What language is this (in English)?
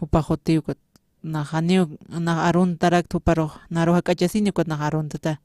Aymara